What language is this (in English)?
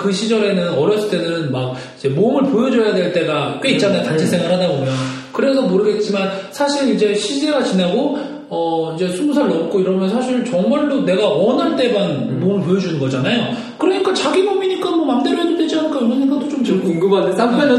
Korean